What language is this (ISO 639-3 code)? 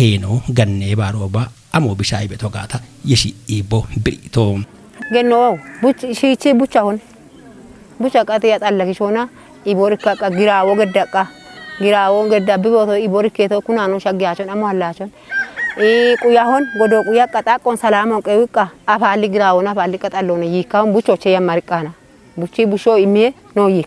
kbr